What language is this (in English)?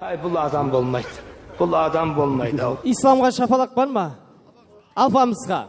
Kara-Kalpak